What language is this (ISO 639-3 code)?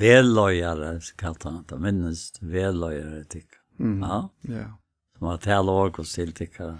fao